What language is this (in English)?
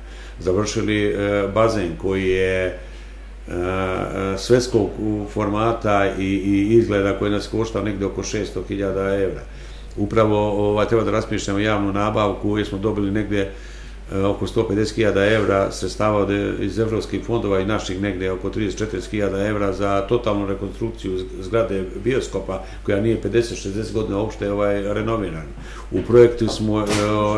Serbian